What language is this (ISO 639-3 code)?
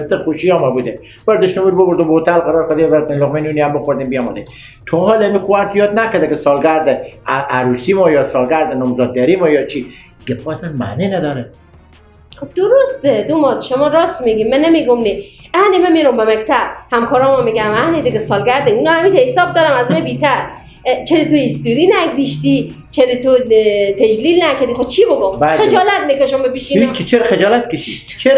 fas